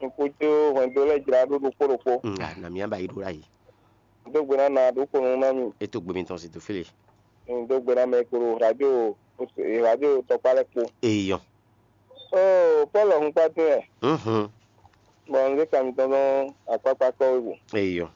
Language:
Fon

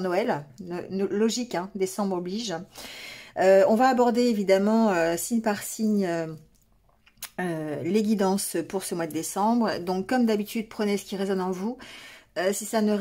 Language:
French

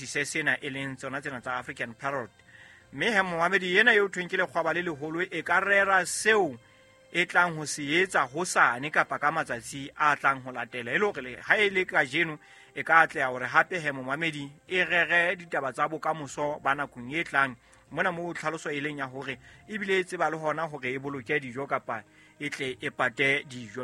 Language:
Southern Sotho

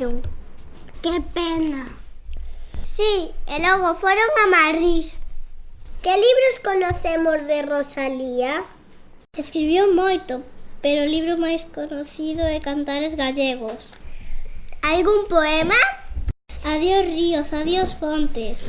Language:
Galician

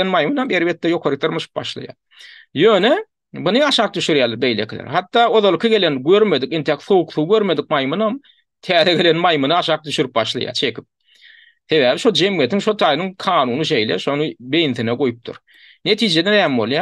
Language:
Turkmen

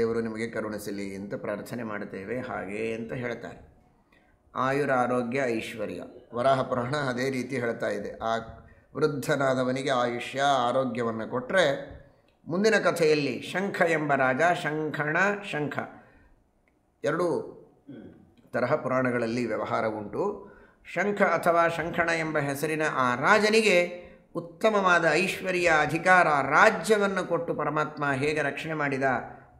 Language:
Kannada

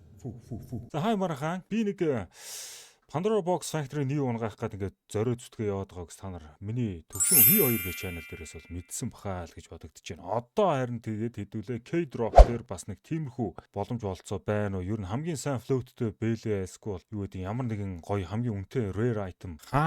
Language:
Mongolian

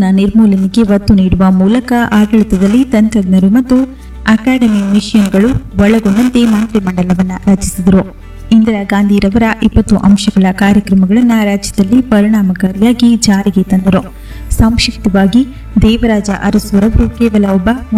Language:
Kannada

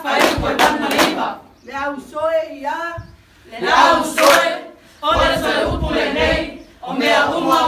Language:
Samoan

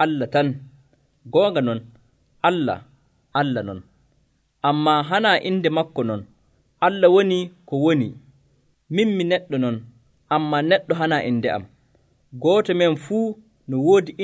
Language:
Nigerian Fulfulde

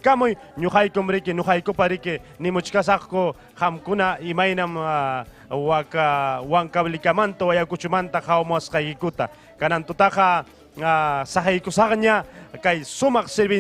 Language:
Ayacucho Quechua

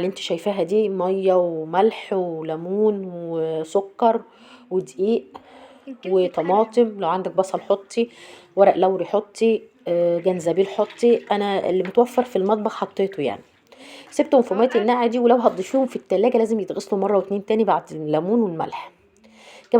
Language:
Egyptian Arabic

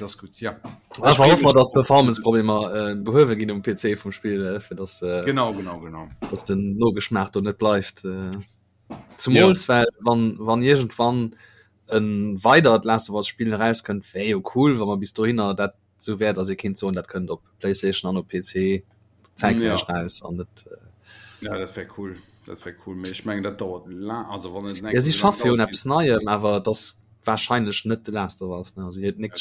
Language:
Luxembourgish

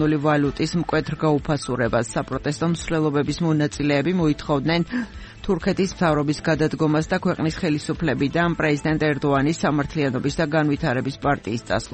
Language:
Georgian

